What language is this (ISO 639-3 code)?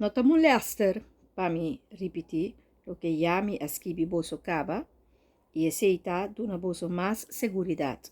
pap